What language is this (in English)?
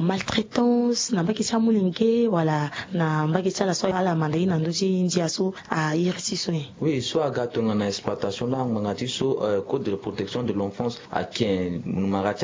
Sango